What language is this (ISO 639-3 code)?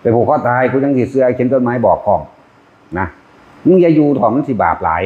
tts